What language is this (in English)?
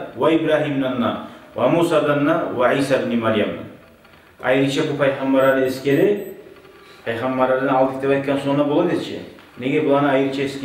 Kumyk